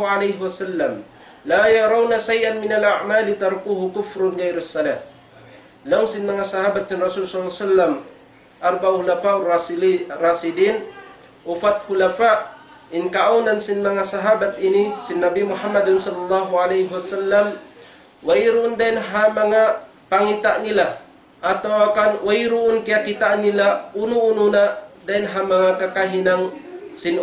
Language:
Tausug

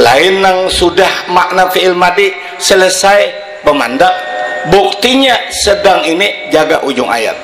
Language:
Banjar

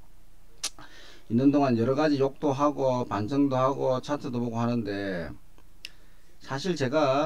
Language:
Korean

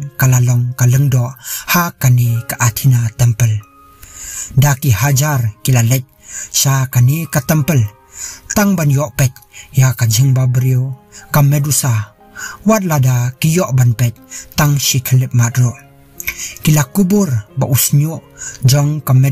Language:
Khasi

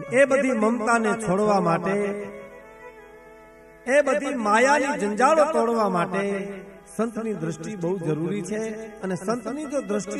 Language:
Gujarati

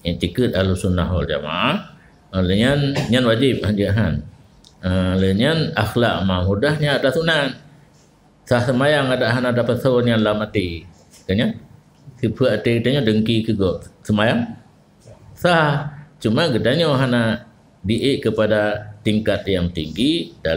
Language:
Achinese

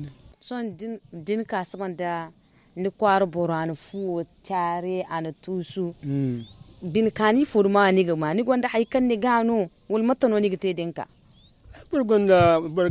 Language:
Zarma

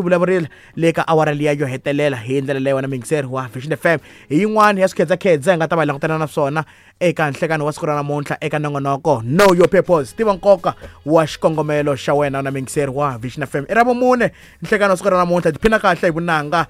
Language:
Tsonga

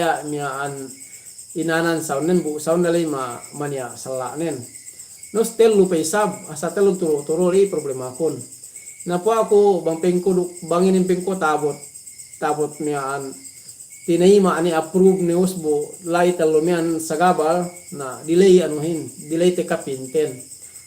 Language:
Yakan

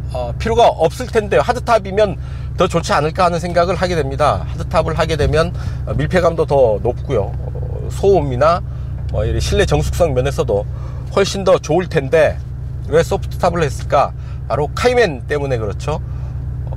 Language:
Korean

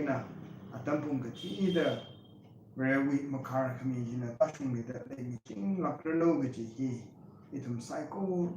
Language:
Tangkhul Naga (India)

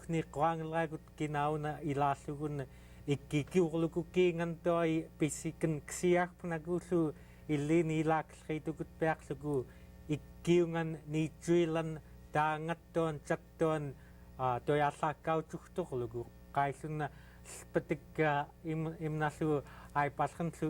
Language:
Central Yupik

